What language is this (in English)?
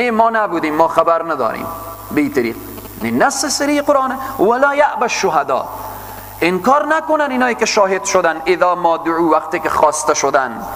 Persian